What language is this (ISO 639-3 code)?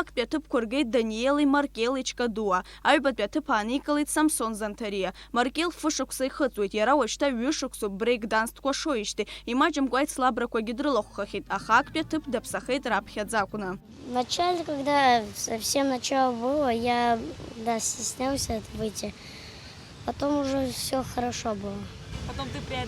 abk